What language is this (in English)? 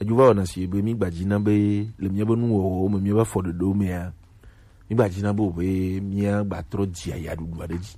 Gen